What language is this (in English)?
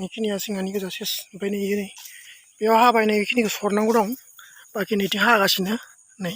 Bodo